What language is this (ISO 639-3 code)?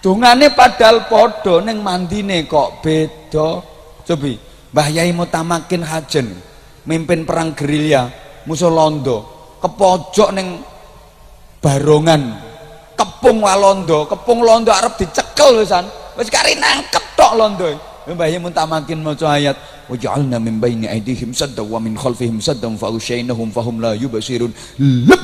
jav